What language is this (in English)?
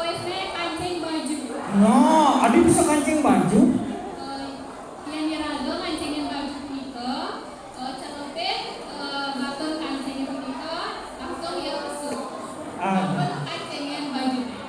Balinese